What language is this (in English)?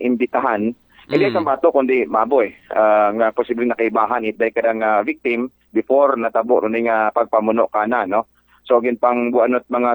Aklanon